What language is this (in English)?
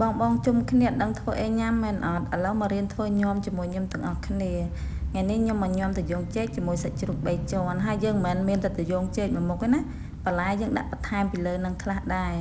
Khmer